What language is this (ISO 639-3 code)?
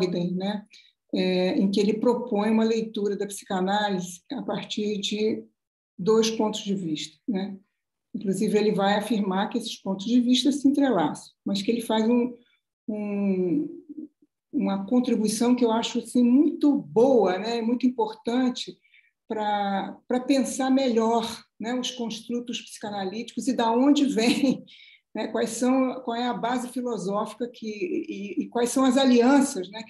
por